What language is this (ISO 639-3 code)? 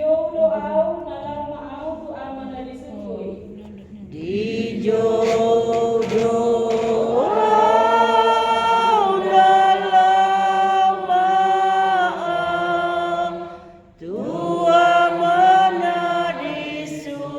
bbc